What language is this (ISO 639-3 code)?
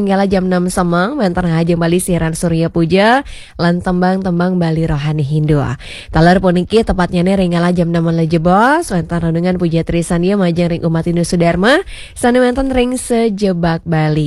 ban